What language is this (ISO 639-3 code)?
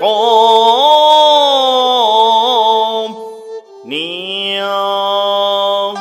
cpx